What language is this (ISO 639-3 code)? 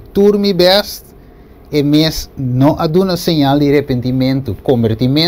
pap